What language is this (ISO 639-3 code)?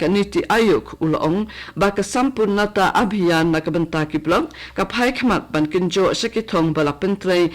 kha